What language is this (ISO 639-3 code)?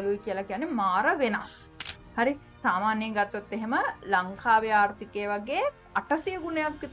sin